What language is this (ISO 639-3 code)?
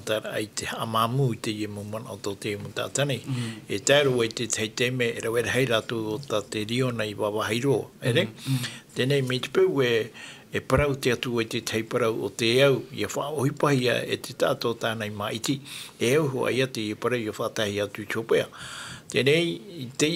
tah